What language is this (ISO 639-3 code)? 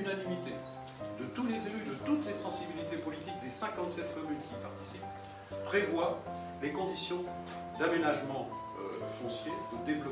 fra